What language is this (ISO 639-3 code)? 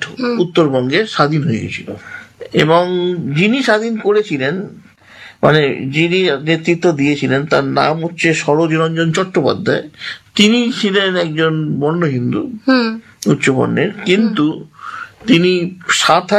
ben